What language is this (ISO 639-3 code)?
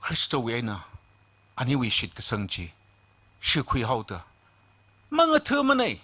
nmf